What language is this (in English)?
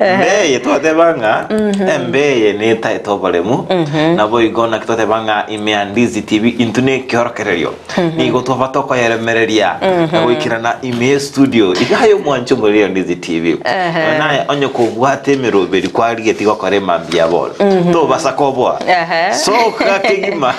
Gusii